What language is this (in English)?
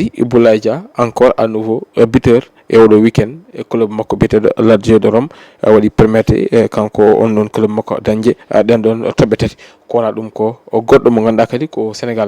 Fula